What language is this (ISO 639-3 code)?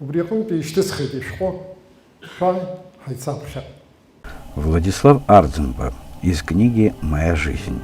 abk